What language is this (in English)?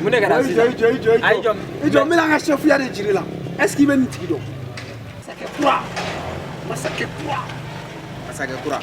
Bambara